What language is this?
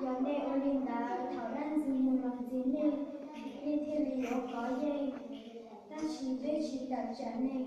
Hmong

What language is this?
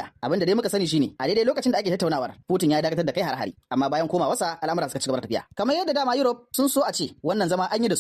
Hausa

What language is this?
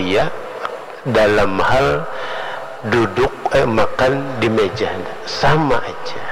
Indonesian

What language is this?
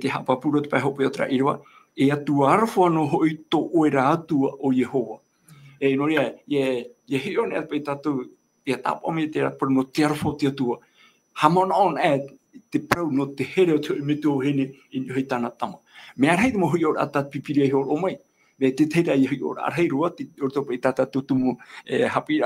Tahitian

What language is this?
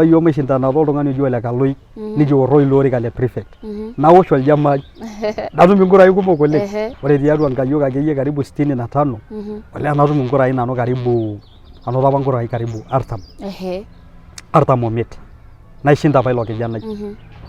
Masai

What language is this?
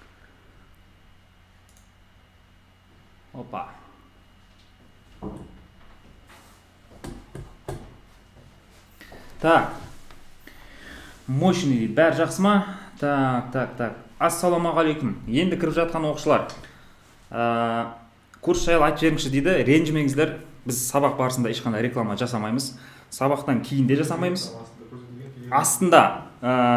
Kazakh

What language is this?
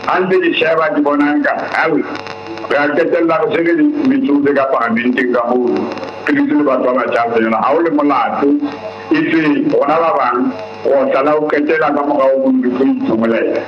Southern Sotho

